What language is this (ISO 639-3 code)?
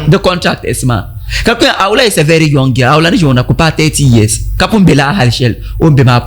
dag